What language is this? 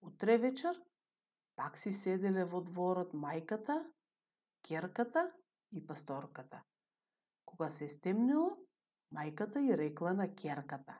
Macedonian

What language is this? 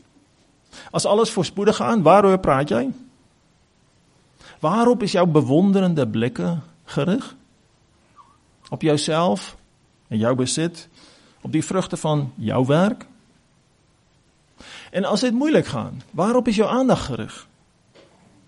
Afrikaans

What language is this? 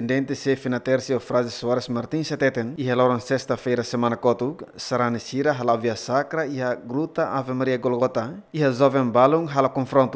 Tetum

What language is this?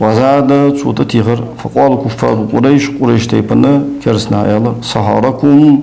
Ingush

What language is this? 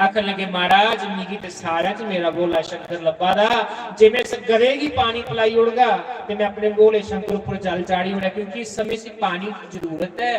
Dogri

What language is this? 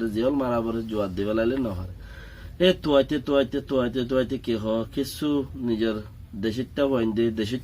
Rohingya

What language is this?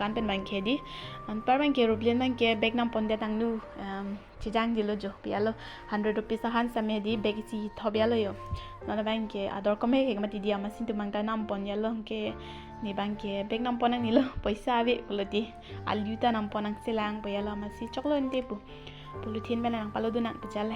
Karbi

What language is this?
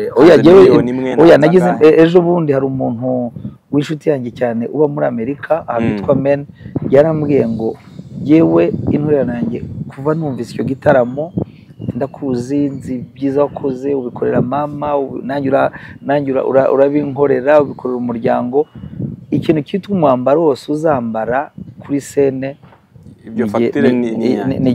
Kinyarwanda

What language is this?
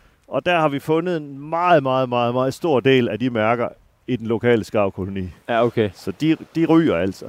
Danish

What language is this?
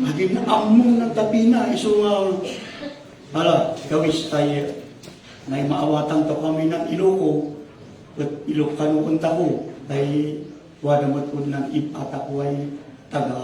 Iloko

